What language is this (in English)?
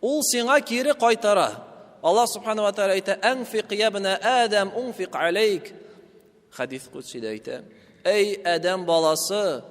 Tatar